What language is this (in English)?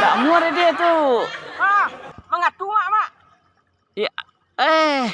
Minangkabau